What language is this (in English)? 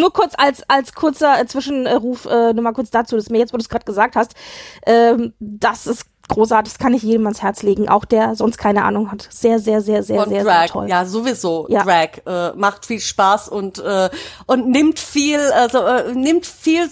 German